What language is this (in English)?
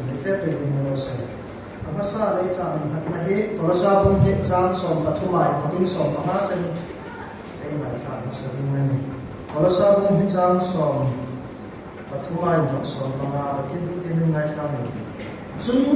Hmar